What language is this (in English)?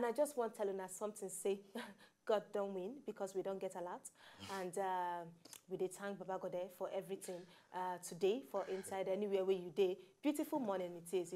Nigerian Pidgin